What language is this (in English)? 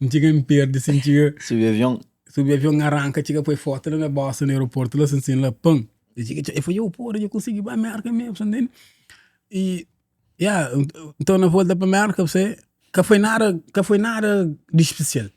Kabuverdianu